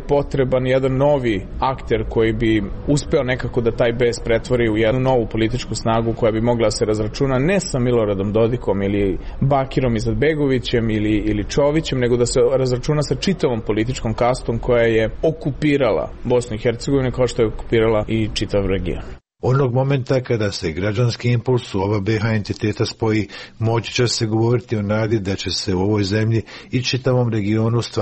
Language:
Serbian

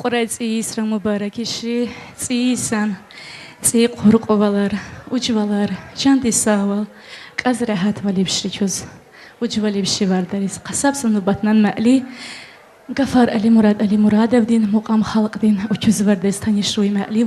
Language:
Tabassaran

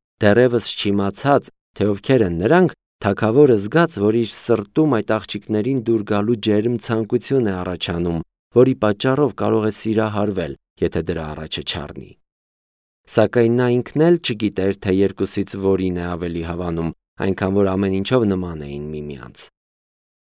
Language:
Armenian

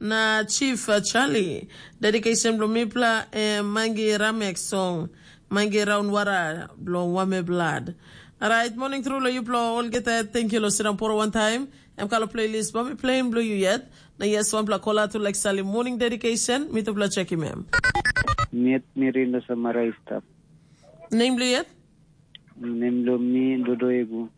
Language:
Tok Pisin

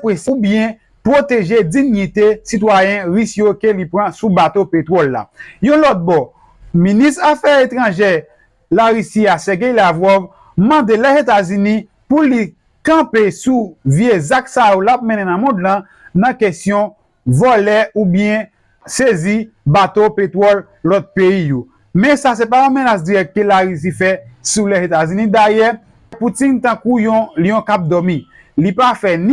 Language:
Haitian Creole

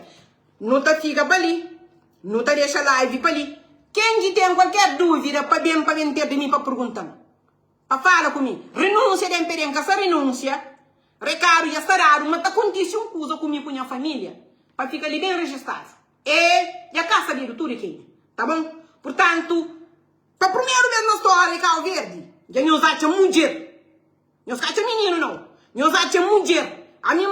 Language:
Kabuverdianu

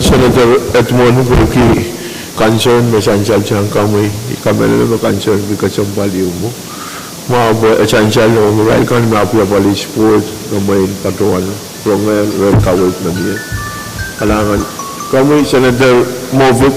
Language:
Pohnpeian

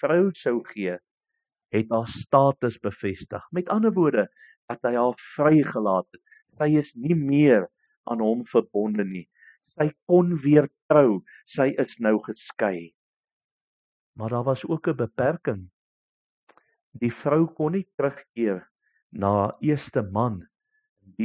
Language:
Afrikaans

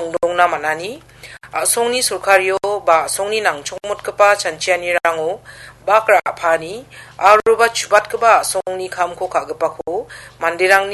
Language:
Garo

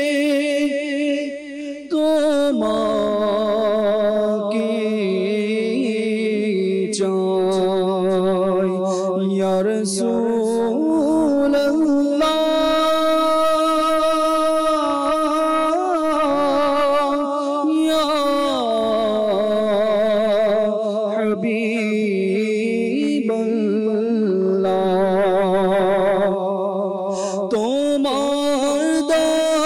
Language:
Bangla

